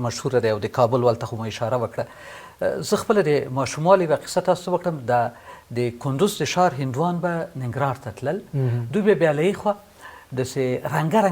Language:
Pashto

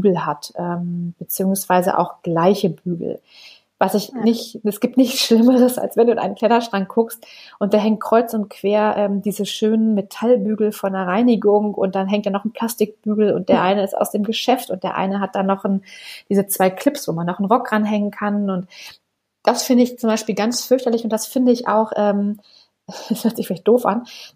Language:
German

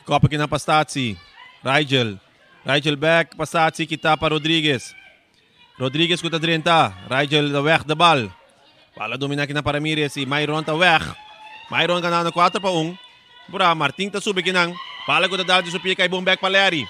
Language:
Papiamento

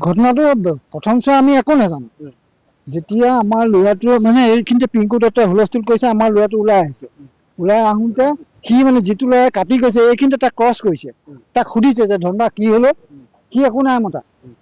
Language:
Assamese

